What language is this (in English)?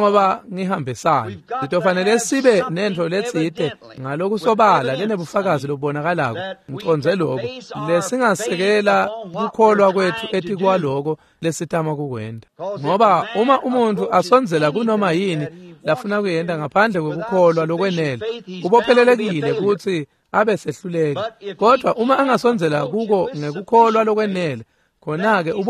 Swati